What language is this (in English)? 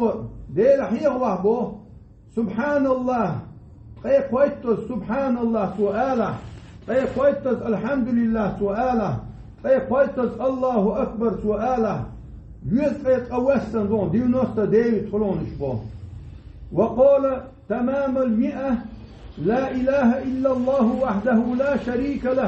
Chechen